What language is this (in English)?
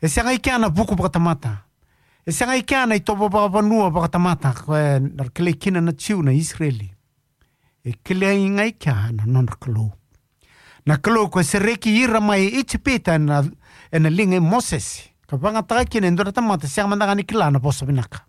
Fijian